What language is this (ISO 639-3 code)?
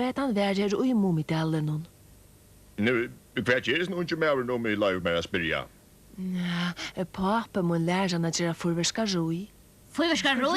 fao